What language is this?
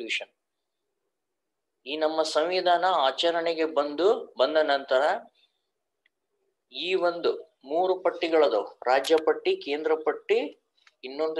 Kannada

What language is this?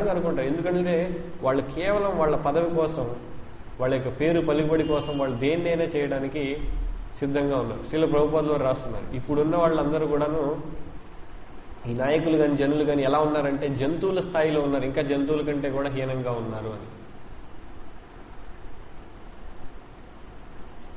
Telugu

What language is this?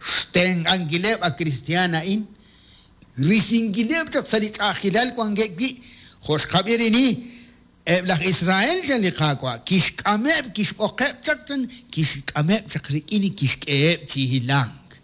Kekchí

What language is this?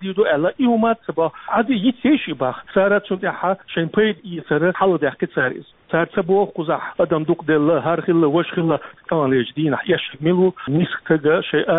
Chechen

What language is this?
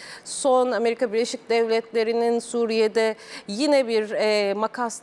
Turkish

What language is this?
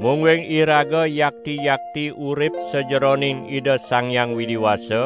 Balinese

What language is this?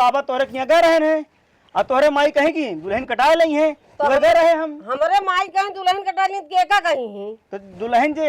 Awadhi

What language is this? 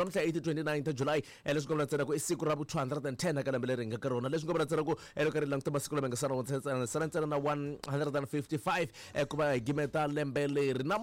Tsonga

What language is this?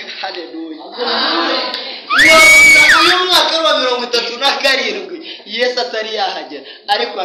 Kinyarwanda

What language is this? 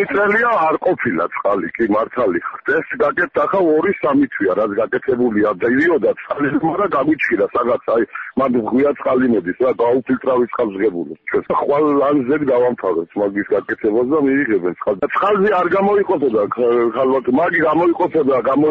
Georgian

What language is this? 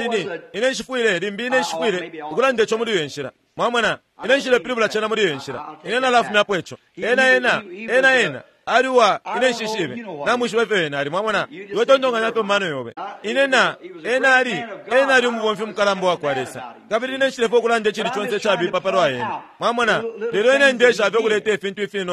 Bemba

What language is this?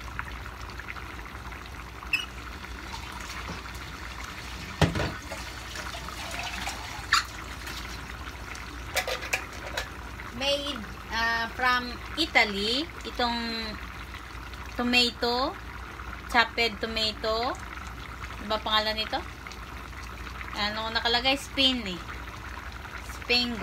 Filipino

